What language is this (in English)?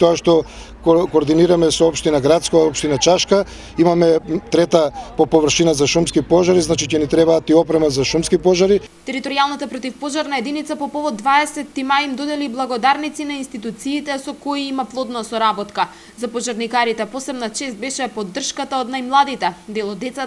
Macedonian